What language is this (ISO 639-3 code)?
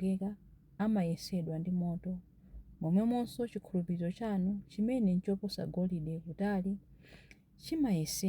nya